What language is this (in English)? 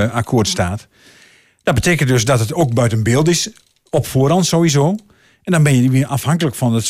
Dutch